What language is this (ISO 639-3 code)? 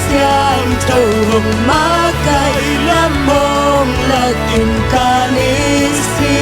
ctd